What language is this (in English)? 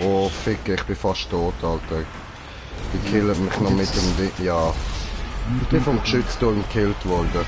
Swiss German